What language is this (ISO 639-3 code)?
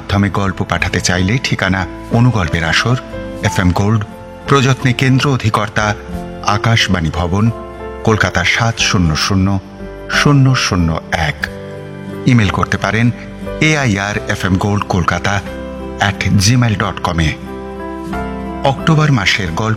ben